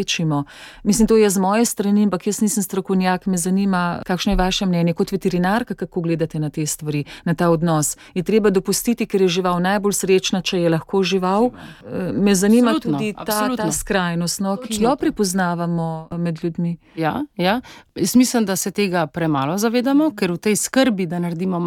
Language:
Slovenian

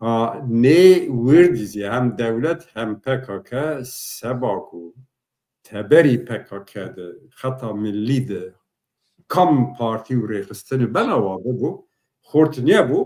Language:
Zaza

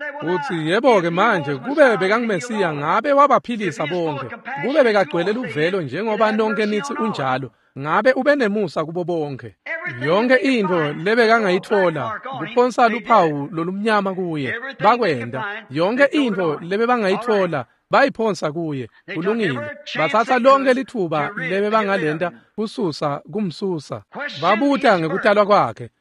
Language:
Swati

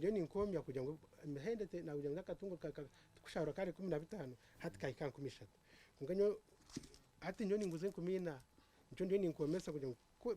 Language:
Nyankole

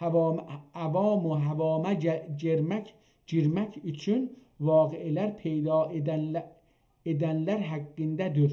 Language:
South Azerbaijani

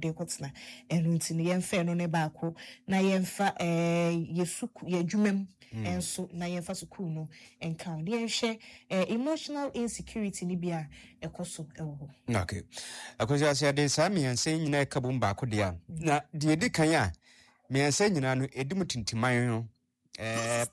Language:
Akan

